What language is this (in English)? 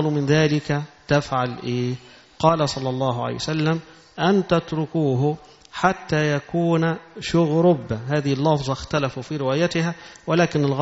Arabic